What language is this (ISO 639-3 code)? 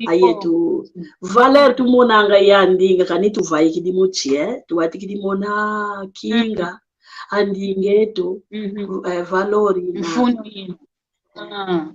kwy